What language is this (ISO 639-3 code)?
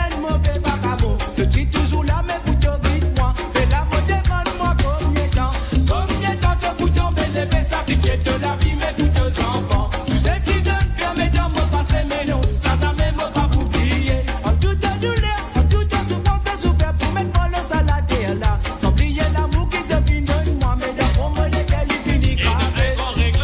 mfe